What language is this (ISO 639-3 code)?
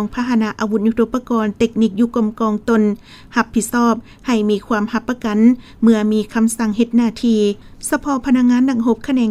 lao